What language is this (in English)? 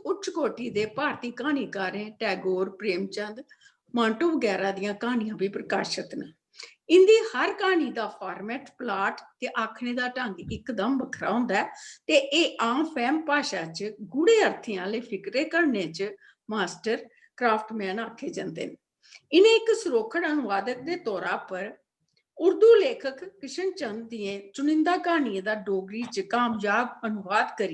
Dogri